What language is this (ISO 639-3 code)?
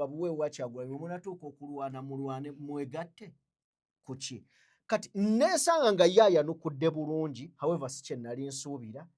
lug